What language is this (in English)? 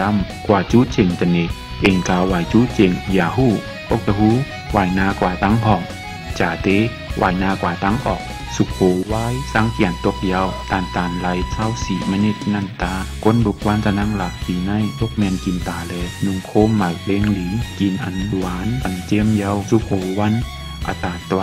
Shan